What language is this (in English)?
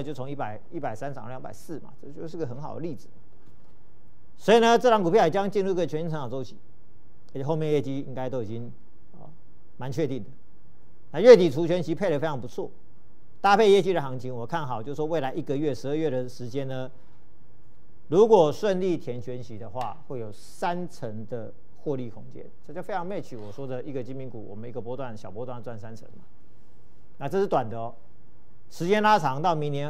Chinese